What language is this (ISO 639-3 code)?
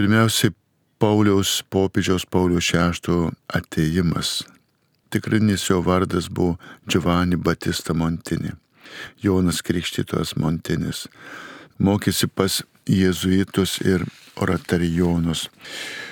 lit